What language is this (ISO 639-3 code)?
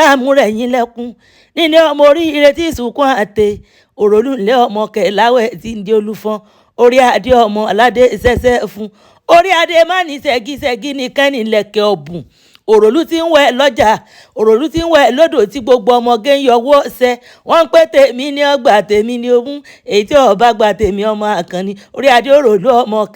yor